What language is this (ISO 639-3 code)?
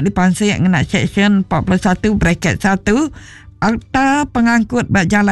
iba